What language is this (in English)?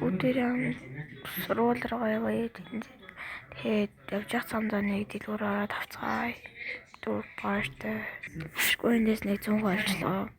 Mongolian